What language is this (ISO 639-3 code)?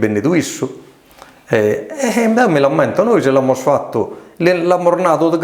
srd